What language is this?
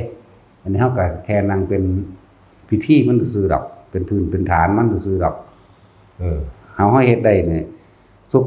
Northeastern Thai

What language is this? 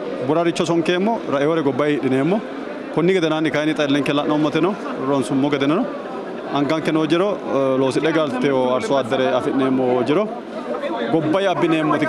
Sidamo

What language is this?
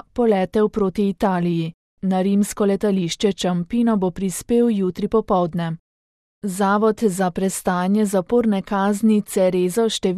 Slovenian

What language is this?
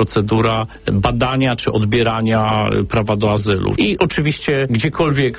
Polish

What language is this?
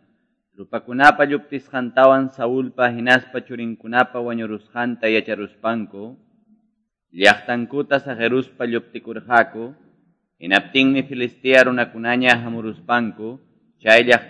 Ayacucho Quechua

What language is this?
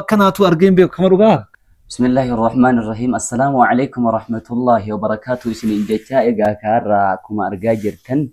Oromo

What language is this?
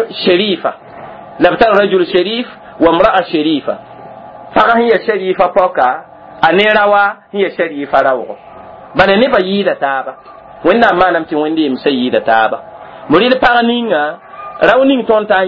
Mossi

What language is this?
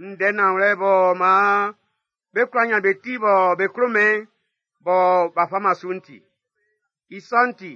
Baoulé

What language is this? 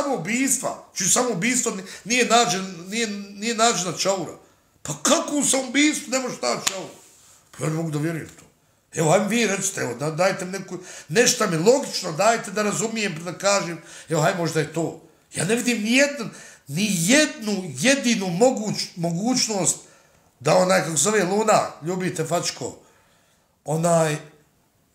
Bosnian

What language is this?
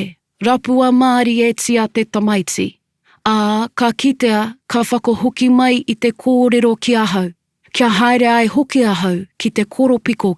Māori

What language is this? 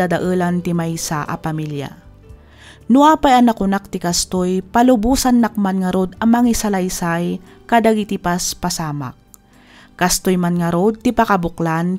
Iloko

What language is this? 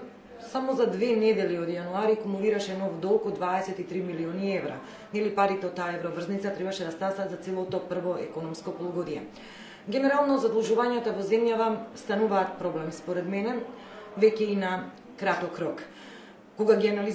Macedonian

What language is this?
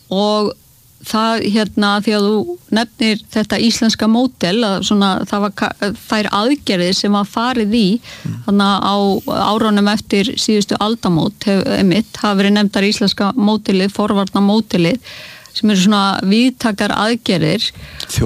Icelandic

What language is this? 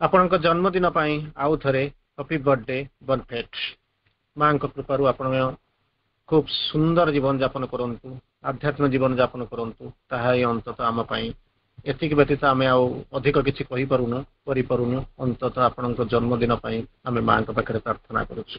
Odia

